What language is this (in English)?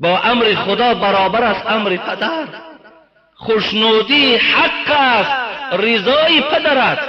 Tajik